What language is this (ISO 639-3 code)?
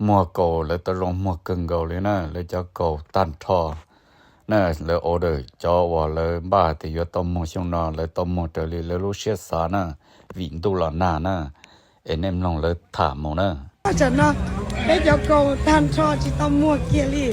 hmn